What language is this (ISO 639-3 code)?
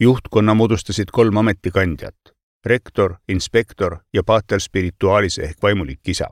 est